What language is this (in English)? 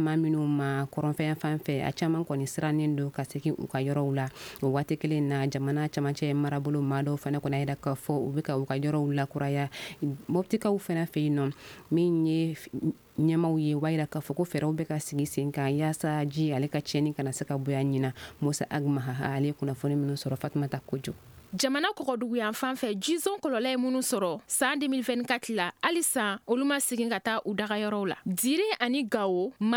Bambara